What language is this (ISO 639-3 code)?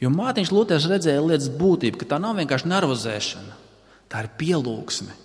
lav